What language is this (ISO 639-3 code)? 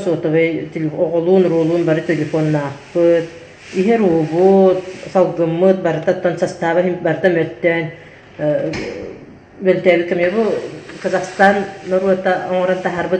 sah